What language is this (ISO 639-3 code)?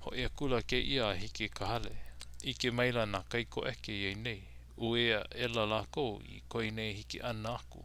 haw